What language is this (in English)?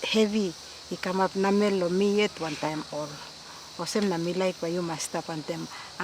Tok Pisin